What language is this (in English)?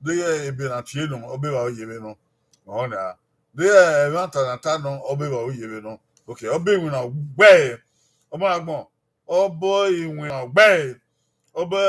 Bini